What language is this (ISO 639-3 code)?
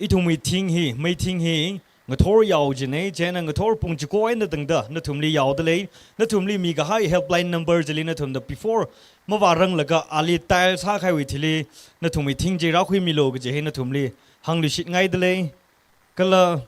nmf